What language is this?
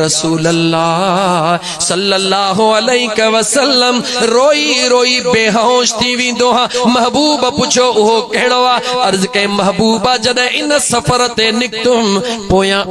Sindhi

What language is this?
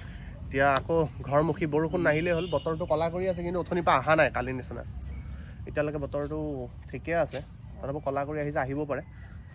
Assamese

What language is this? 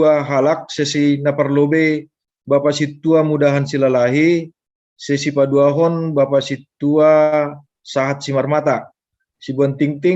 Batak Simalungun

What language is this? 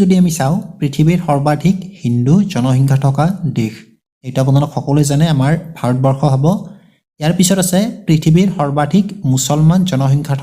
Assamese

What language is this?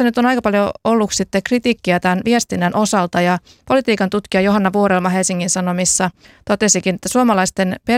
Finnish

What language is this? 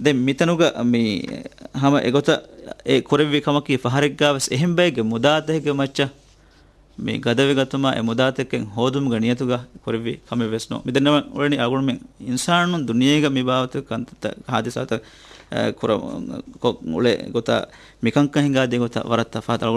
Divehi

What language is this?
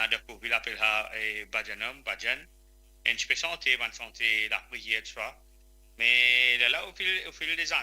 Morisyen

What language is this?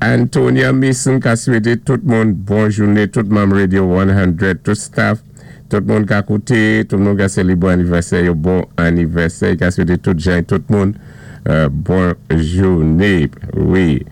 Saint Lucian Creole French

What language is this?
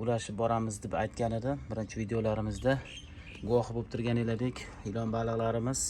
Uzbek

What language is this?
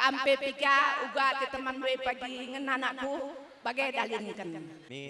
Batak Karo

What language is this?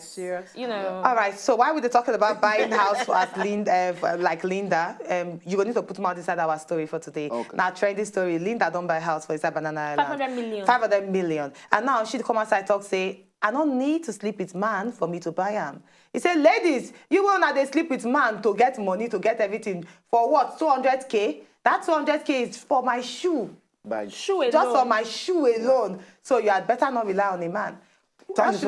Nigerian Pidgin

